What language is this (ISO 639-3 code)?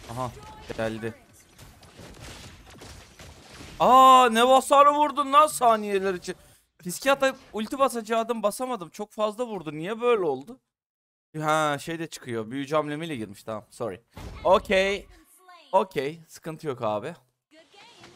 tur